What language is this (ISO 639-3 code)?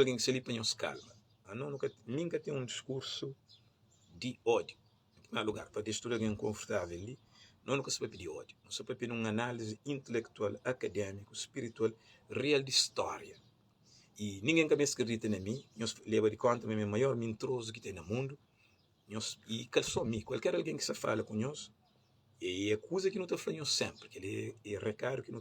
kea